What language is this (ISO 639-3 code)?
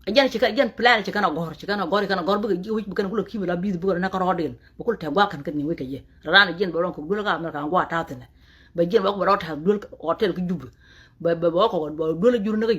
nus